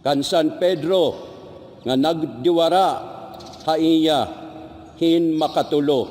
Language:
Waray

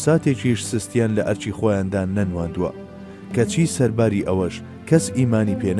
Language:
Central Kurdish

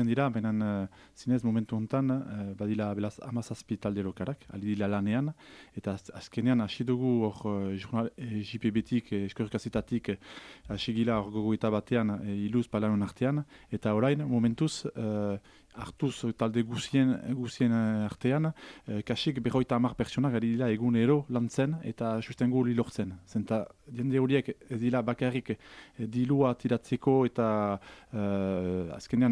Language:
Basque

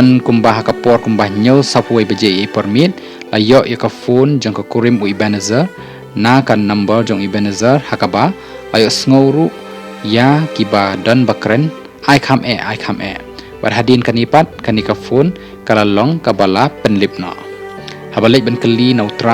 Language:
Khasi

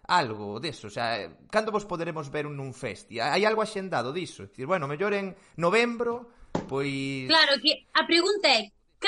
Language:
Galician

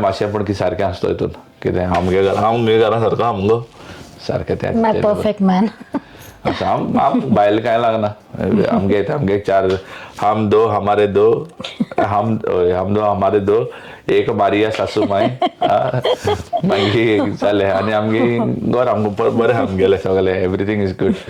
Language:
Konkani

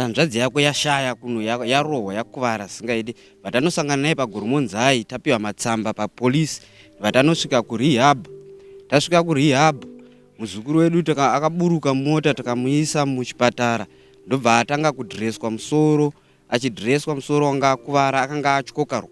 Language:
Shona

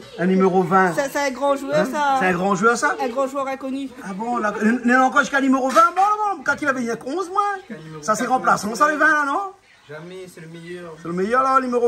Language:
Réunion Creole French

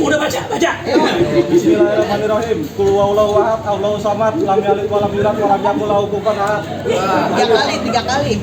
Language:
Betawi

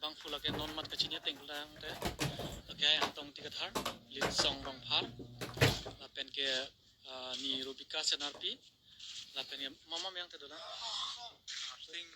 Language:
Karbi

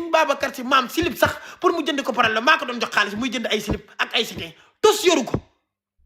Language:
Wolof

